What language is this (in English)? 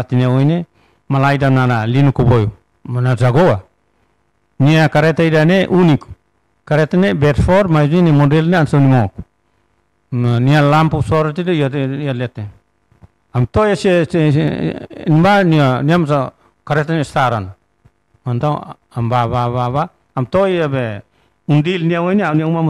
Tetum